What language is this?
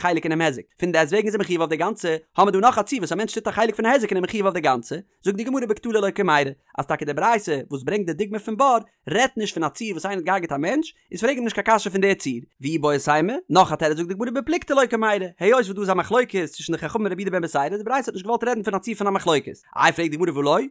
Yiddish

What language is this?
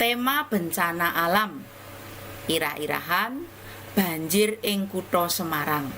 Javanese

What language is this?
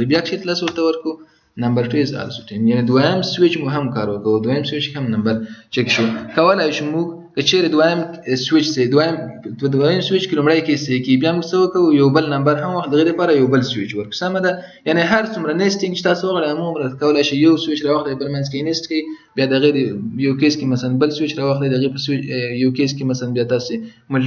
Pashto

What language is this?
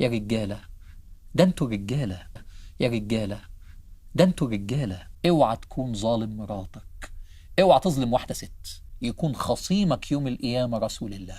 Egyptian Arabic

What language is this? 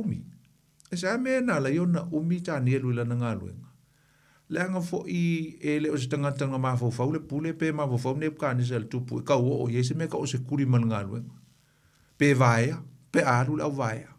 Samoan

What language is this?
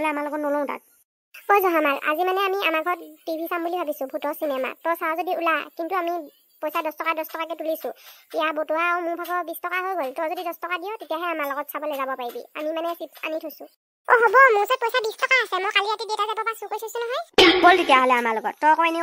Assamese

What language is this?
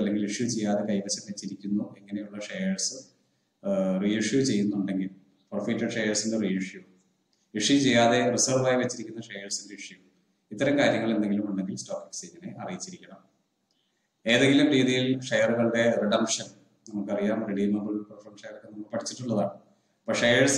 Malayalam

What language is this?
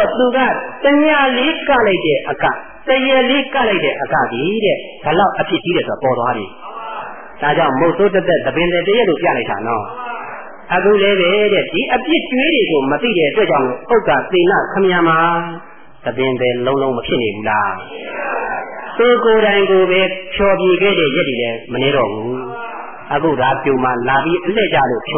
Burmese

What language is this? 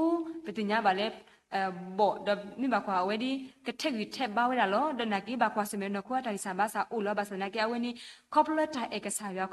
S'gaw Karen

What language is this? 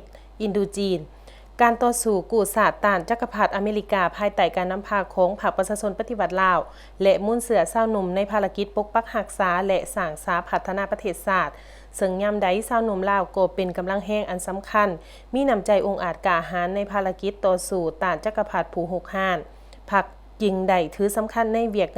Lao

